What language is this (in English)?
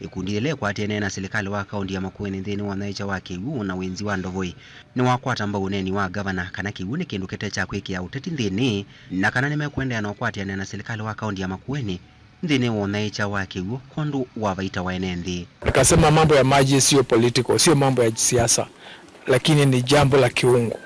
Kamba